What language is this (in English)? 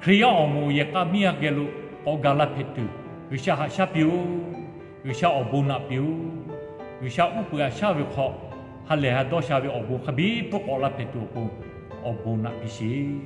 Lahu